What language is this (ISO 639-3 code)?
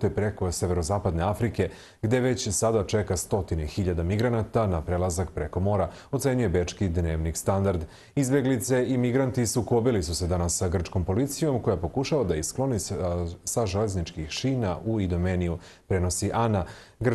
srp